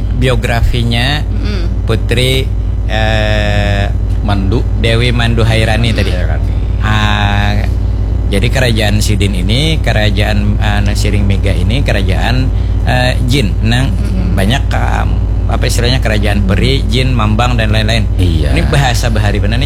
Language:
Banjar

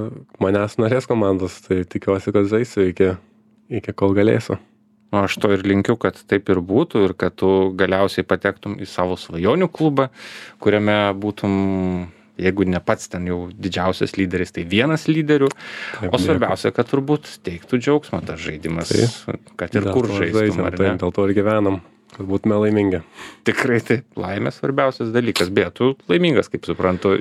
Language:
Lithuanian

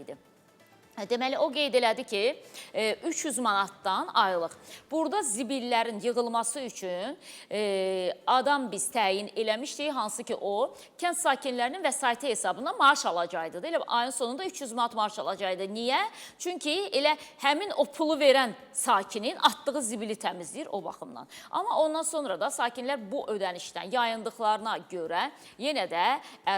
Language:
Azerbaijani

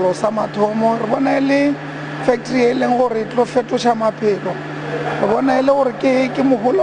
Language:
Northern Sotho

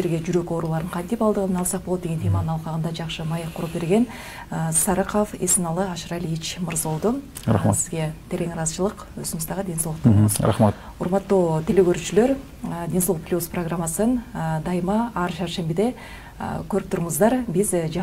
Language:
Kyrgyz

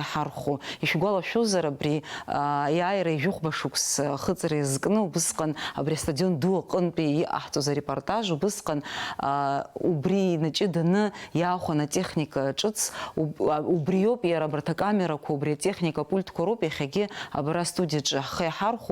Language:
Abkhazian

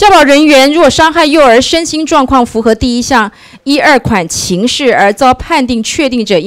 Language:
Chinese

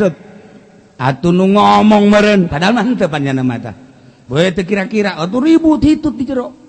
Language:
Sundanese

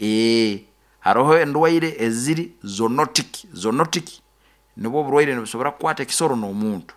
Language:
Nyoro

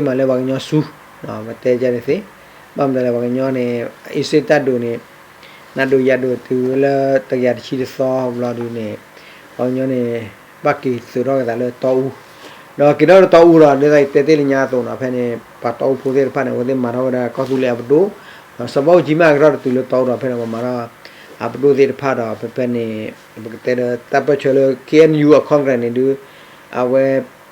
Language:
S'gaw Karen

